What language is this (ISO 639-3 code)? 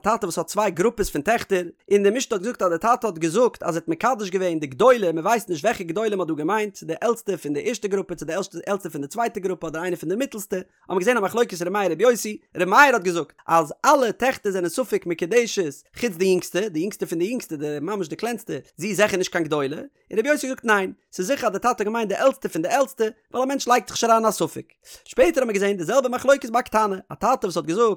yid